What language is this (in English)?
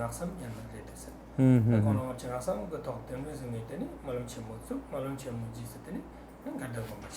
Tibetan